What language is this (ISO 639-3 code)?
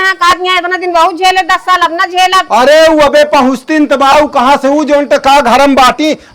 awa